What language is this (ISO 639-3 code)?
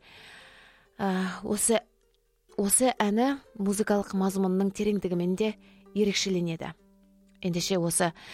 kaz